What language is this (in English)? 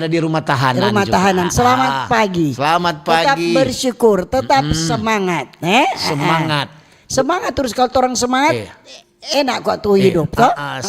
Manado Malay